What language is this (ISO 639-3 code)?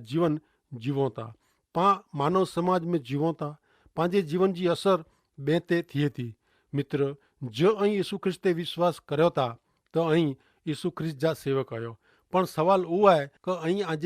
kfr